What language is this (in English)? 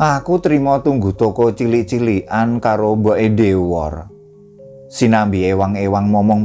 Javanese